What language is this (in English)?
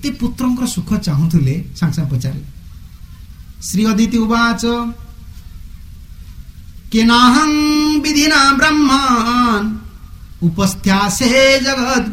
Odia